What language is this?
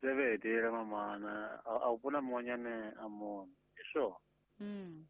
Tsonga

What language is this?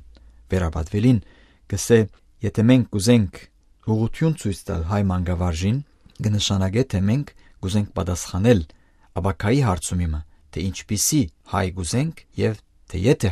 Western Armenian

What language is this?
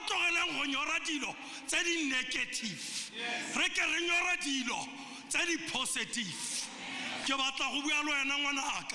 Tswana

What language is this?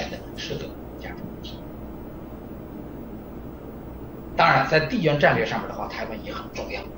Chinese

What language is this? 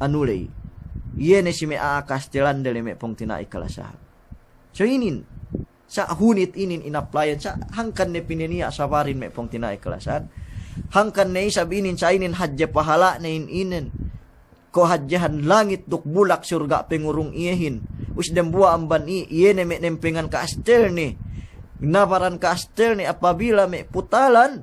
Yakan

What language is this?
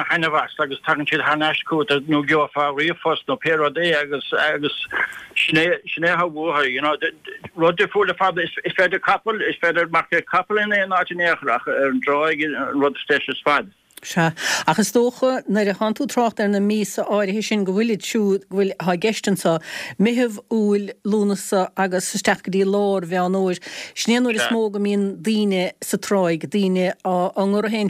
Irish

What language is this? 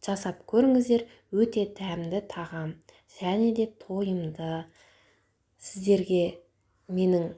Kazakh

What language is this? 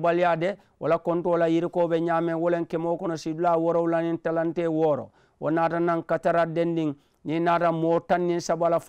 Mandingo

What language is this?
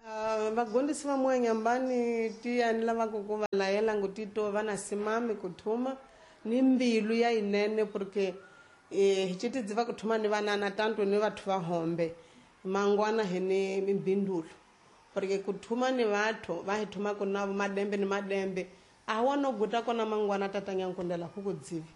Tsonga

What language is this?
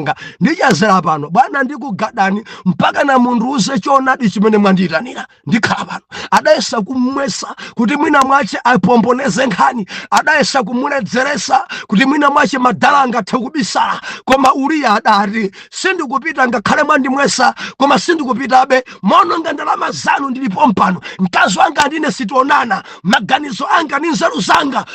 Nyanja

